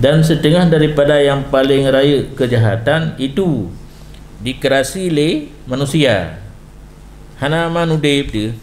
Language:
Achinese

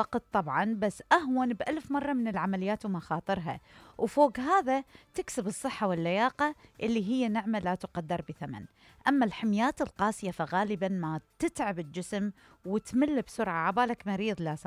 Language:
Mesopotamian Arabic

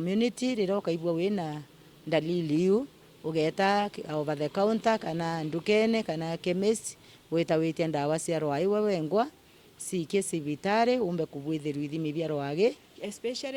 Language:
Meru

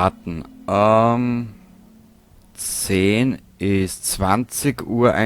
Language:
Bavarian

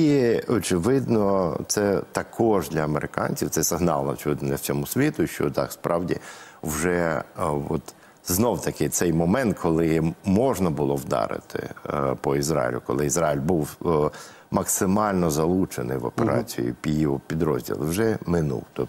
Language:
Ukrainian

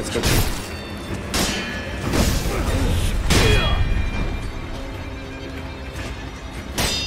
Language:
Slovak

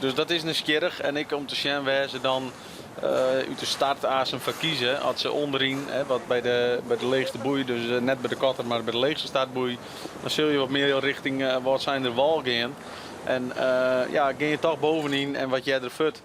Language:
Western Frisian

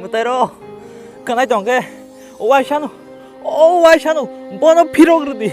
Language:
Kok Borok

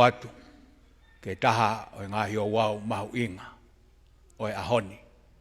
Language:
Tongan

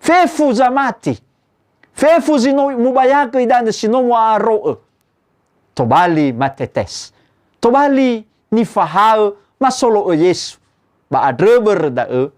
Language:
Nias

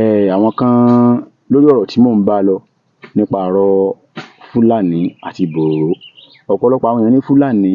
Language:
Yoruba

